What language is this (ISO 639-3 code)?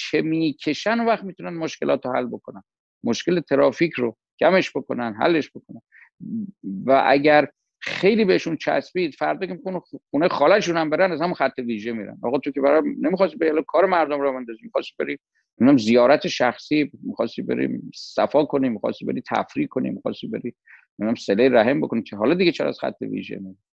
fas